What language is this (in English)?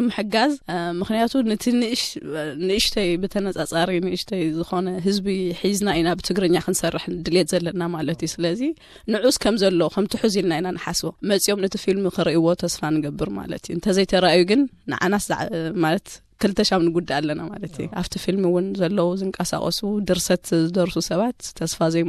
Tigrinya